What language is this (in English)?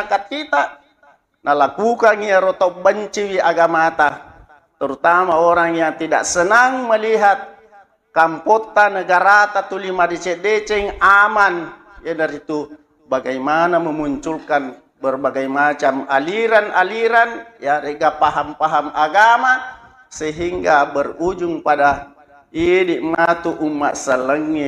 Buginese